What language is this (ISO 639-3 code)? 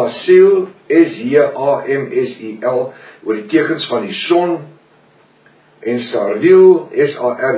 afr